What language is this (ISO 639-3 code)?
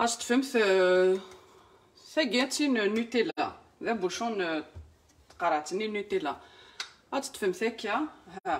kab